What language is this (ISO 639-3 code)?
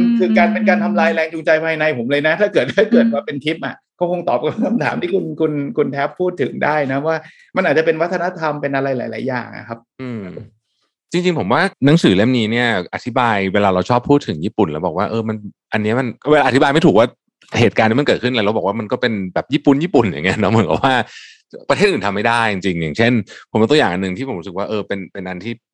tha